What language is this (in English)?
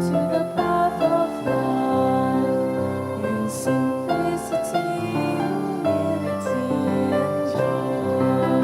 Bikol